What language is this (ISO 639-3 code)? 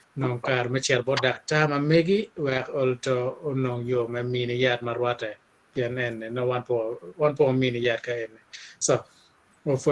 ach